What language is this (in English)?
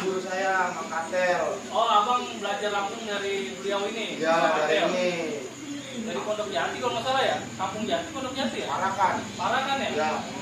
Betawi